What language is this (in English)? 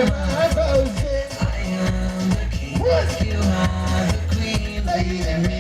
Fula